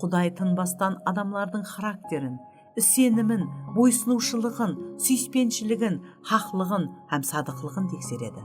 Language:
Kara-Kalpak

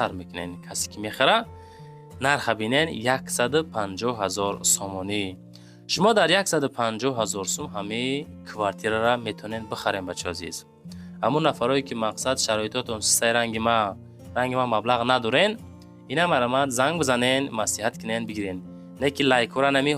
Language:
Tajik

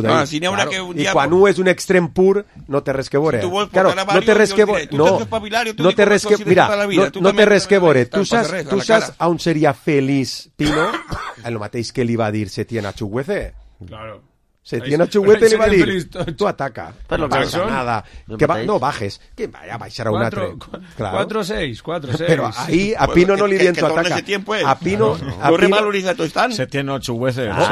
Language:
Catalan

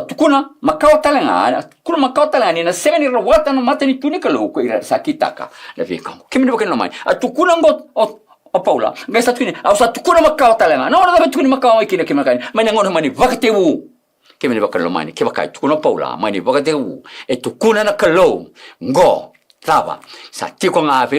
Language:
Fijian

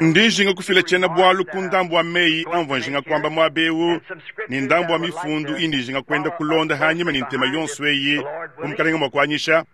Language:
Luba-Lulua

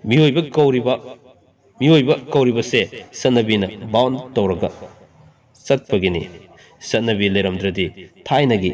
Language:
Manipuri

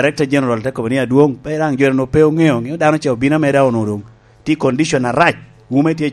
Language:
Lango (Uganda)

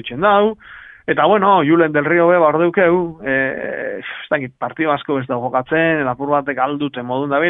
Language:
Basque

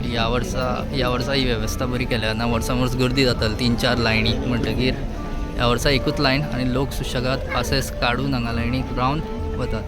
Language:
Konkani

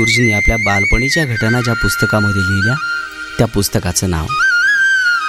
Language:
Marathi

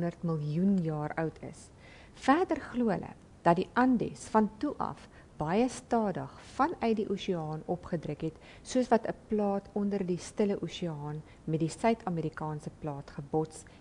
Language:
Afrikaans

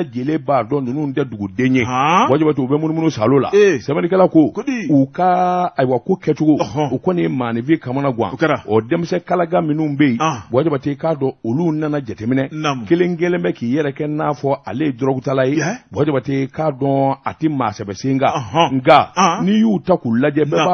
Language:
Bambara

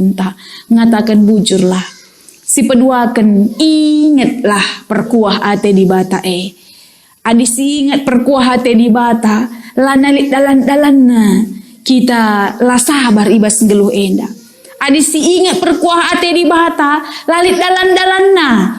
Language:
Batak Karo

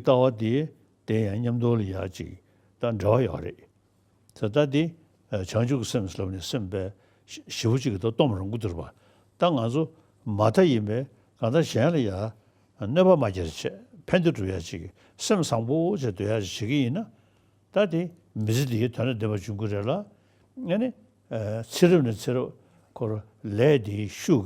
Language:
Tibetan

